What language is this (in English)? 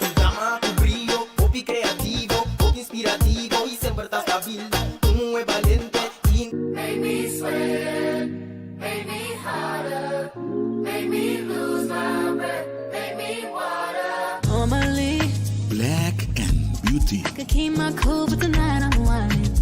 Papiamento